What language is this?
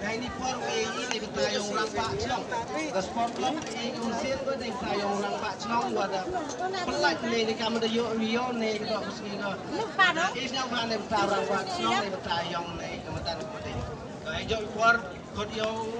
Khasi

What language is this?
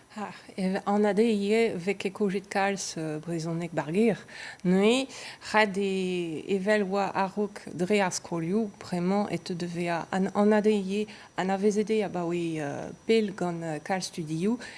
Breton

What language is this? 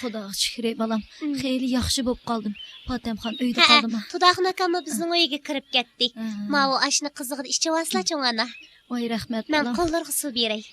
Uyghur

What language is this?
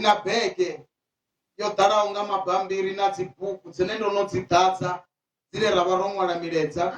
Venda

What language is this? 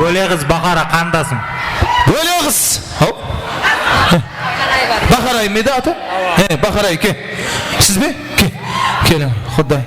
Kara-Kalpak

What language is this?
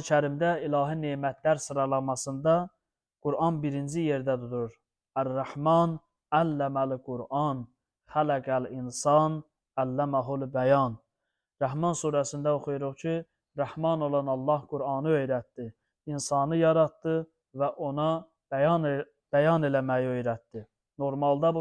Azerbaijani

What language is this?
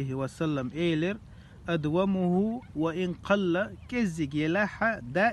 Chechen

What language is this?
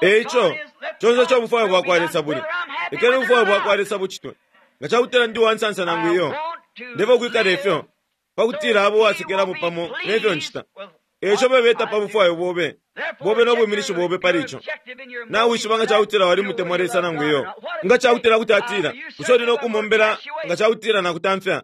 Bemba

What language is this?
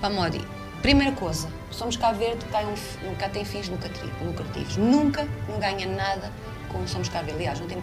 Kabuverdianu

